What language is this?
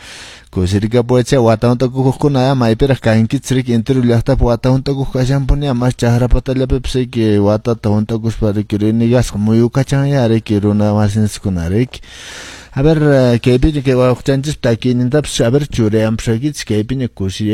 Quechua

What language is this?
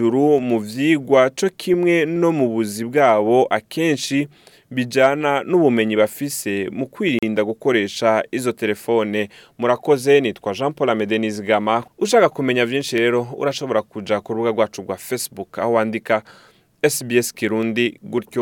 Rundi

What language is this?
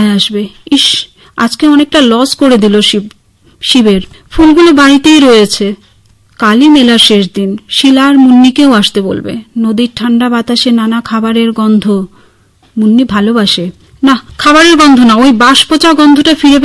Bangla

